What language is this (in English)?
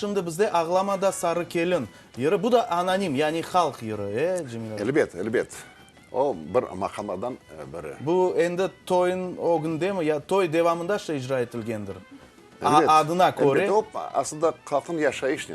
Crimean Tatar